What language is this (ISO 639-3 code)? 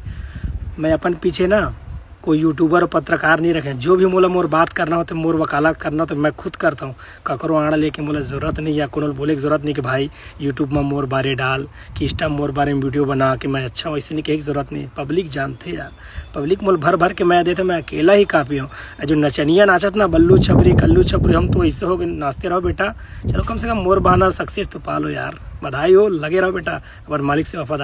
hne